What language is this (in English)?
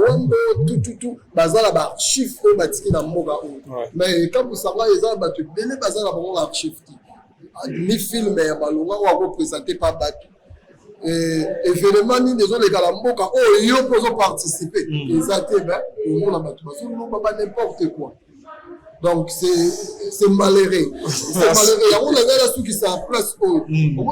Lingala